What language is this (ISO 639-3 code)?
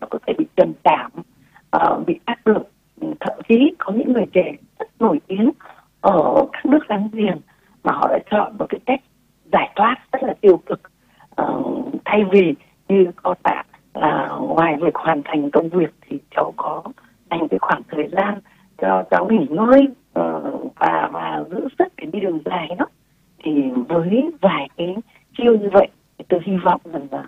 vie